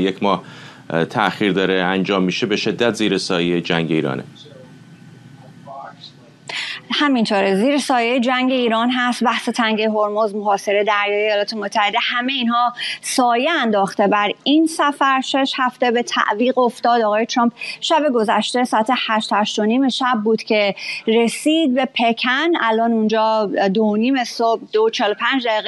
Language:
Persian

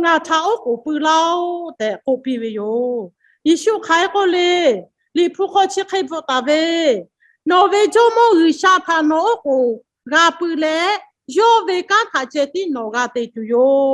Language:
Lahu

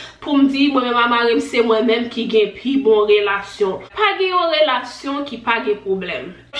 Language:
Haitian Creole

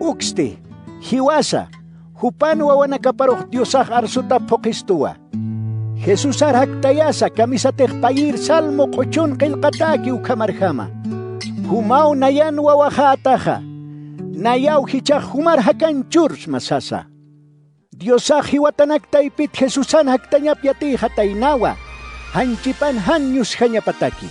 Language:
Aymara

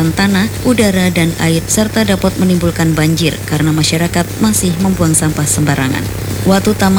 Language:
Indonesian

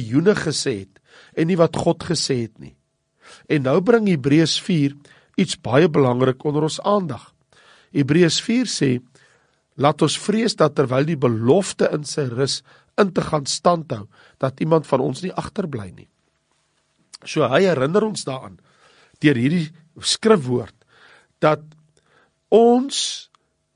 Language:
Afrikaans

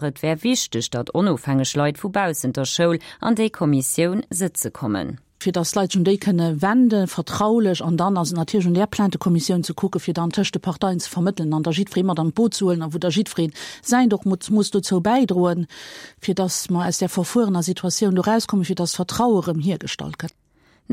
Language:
Luxembourgish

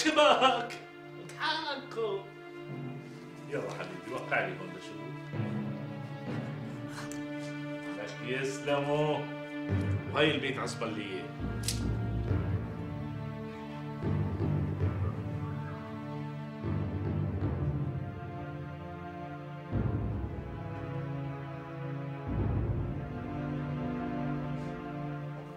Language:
North Levantine Arabic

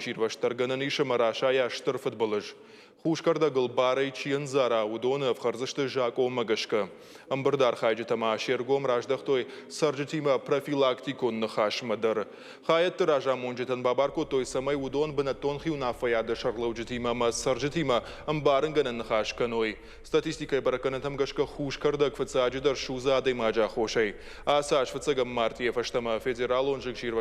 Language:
Ossetic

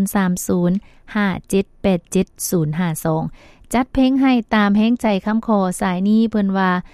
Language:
Lao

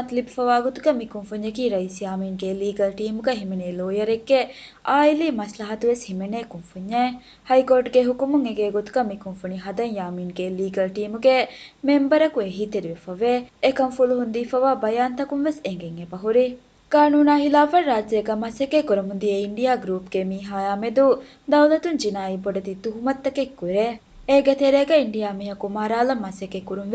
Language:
Divehi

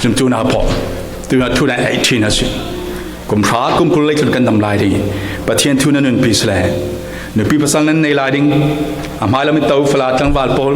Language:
Falam Chin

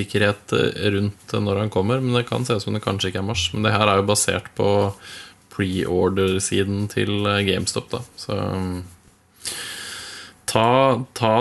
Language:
Norwegian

